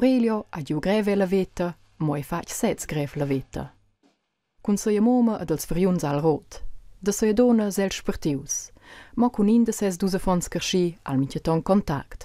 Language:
Romansh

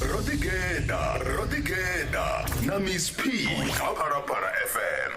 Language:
Venda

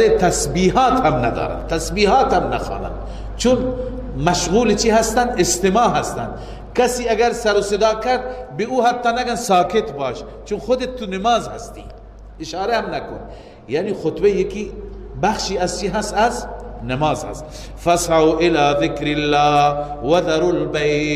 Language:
Persian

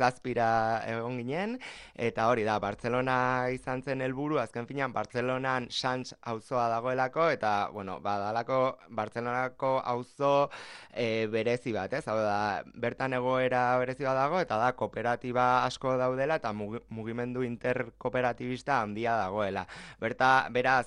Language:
Basque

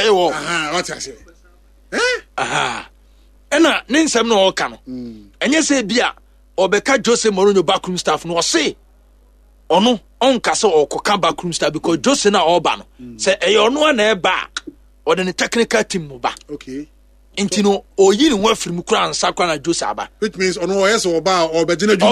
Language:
Akan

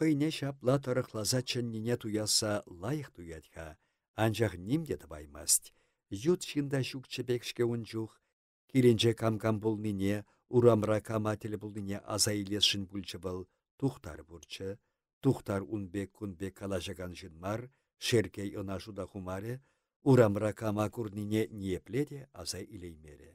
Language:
Chuvash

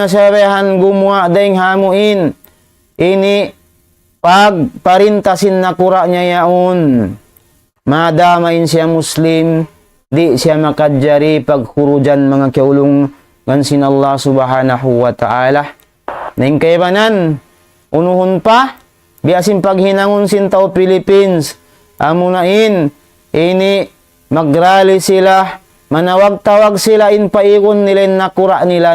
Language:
Tausug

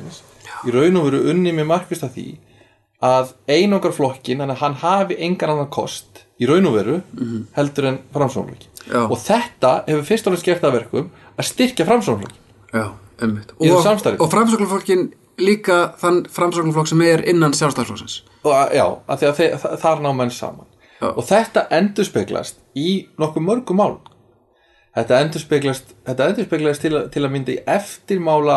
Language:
Icelandic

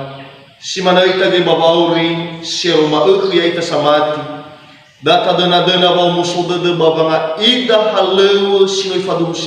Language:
Nias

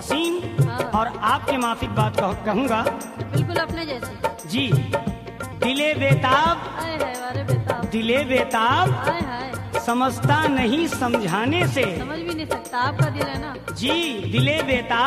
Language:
Hindi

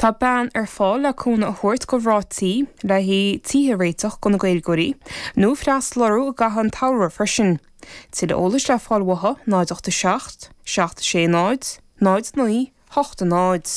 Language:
Irish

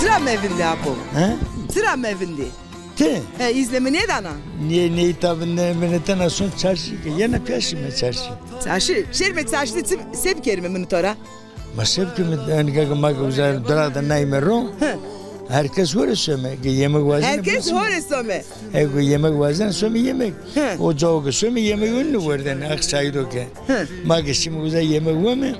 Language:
Zaza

